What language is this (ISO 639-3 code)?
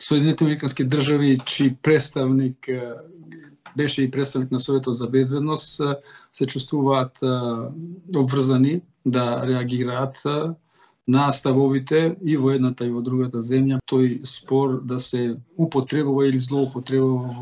mkd